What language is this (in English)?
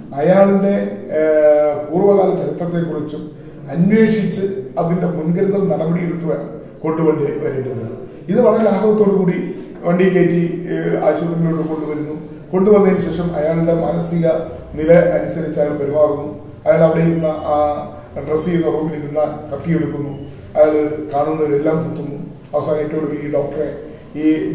Malayalam